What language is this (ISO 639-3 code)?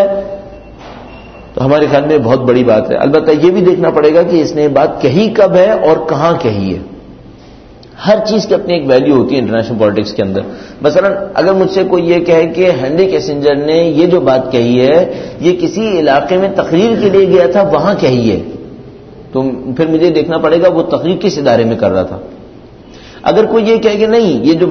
urd